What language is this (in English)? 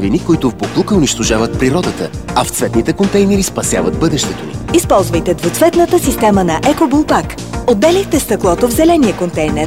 Bulgarian